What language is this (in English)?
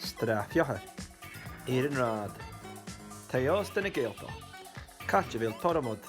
Scottish Gaelic